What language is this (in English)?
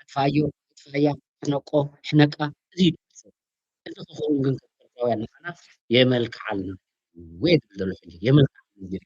Tigrinya